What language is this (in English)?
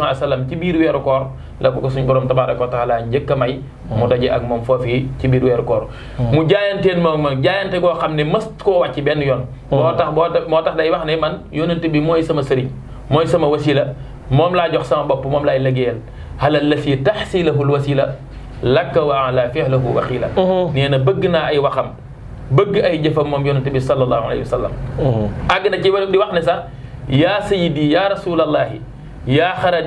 Wolof